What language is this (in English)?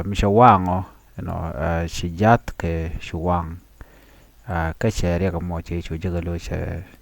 Nuer